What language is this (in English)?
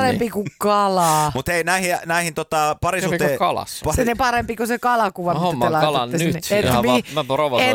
Finnish